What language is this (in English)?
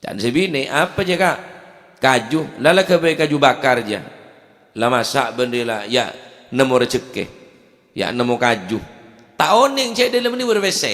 Madurese